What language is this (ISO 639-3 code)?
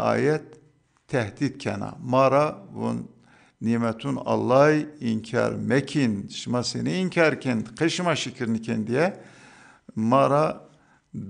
zza